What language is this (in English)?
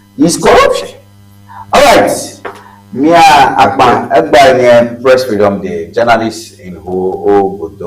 Ewe